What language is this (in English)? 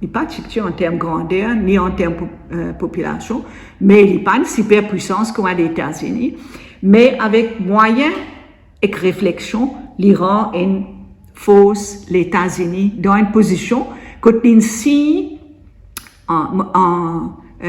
Morisyen